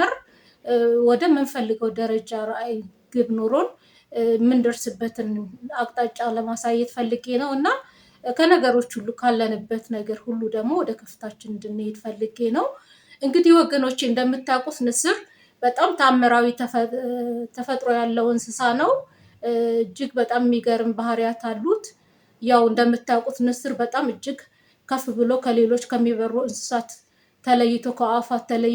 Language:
Amharic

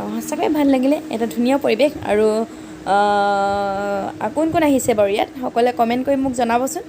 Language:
Assamese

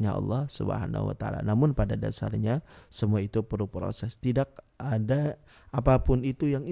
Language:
Banjar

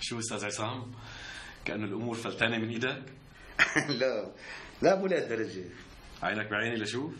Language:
North Levantine Arabic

